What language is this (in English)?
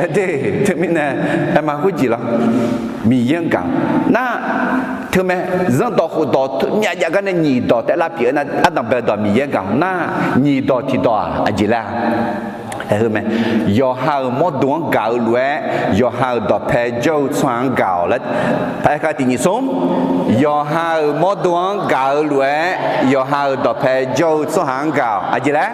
Akha